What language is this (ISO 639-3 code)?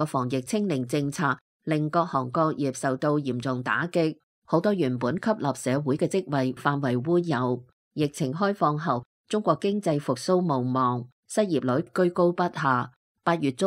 yue